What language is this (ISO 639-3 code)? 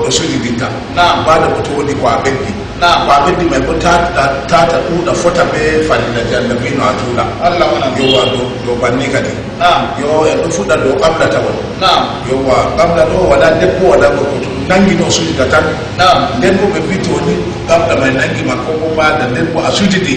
ful